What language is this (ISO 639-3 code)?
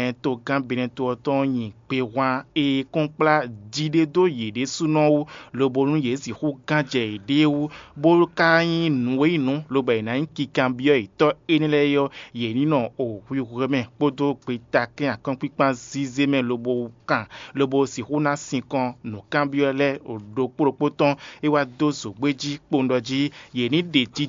fon